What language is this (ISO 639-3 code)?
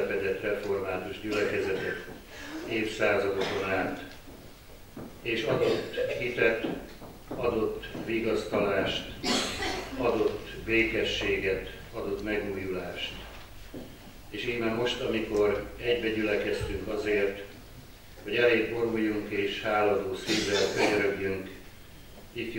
hun